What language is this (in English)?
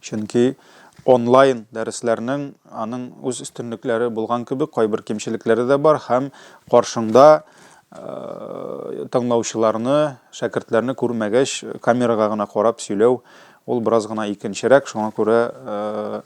Tatar